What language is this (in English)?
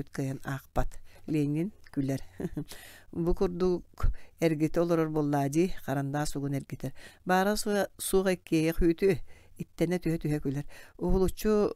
Yakut